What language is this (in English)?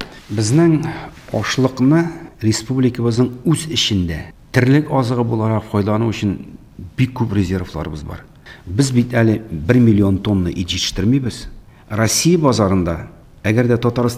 Tatar